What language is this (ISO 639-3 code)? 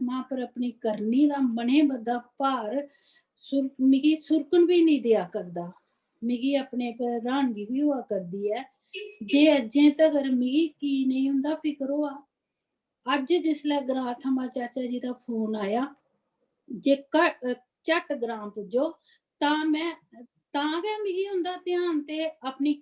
doi